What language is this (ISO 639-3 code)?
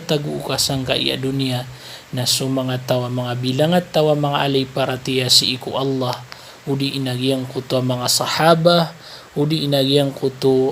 mrw